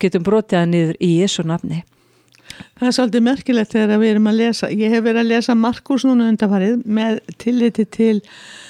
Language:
Icelandic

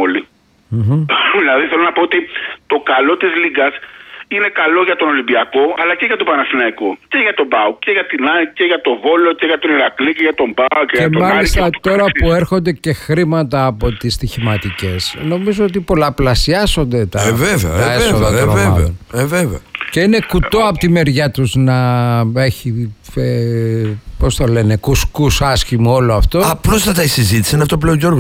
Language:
Greek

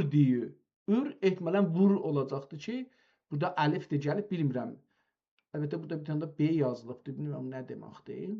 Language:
South Azerbaijani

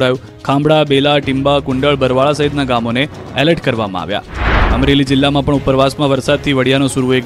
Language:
Gujarati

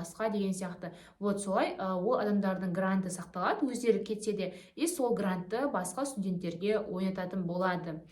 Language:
Kazakh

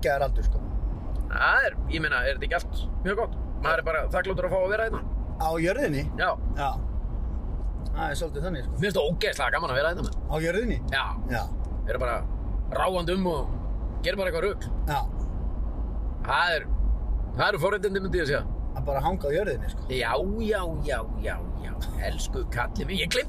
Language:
Icelandic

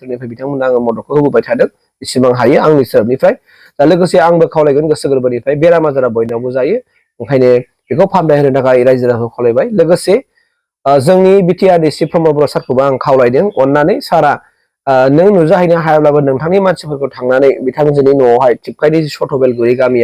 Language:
Bodo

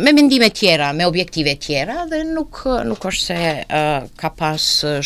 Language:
Albanian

